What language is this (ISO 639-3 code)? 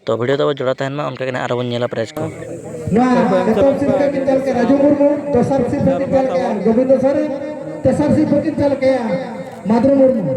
sat